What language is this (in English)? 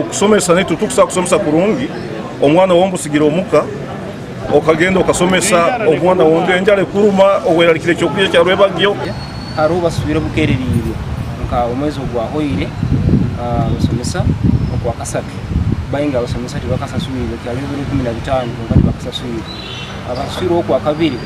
Nyankole